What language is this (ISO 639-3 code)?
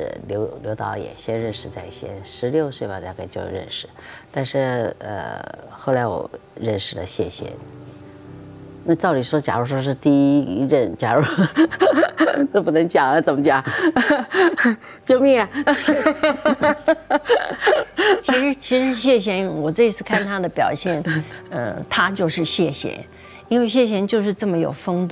zho